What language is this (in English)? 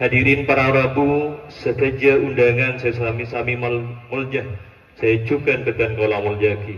Madurese